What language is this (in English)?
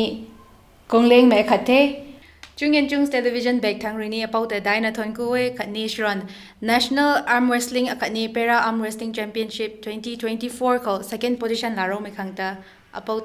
Rongmei Naga